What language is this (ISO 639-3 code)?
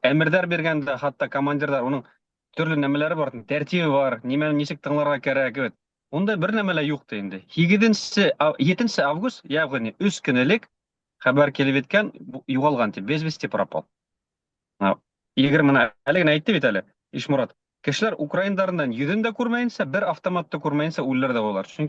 bak